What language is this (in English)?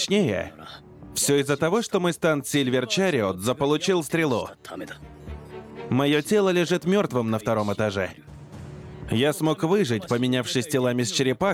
Russian